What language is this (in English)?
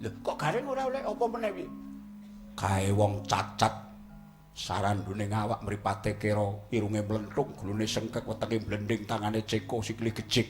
Javanese